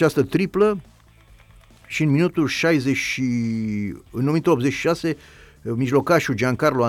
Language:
Romanian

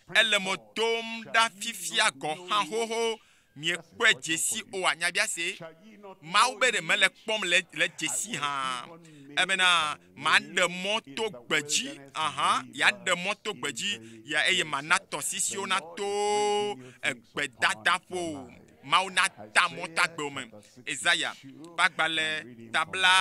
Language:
Ewe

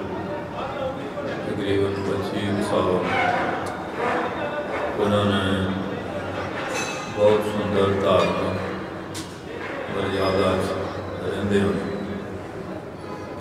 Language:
Punjabi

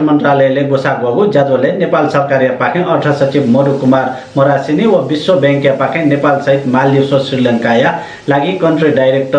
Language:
Newari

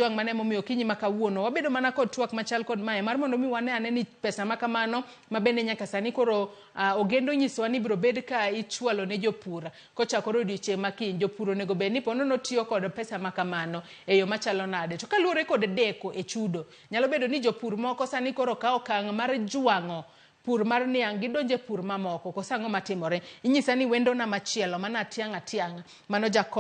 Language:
Luo (Kenya and Tanzania)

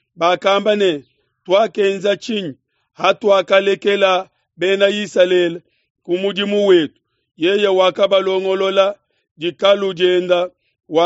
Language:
Luba-Lulua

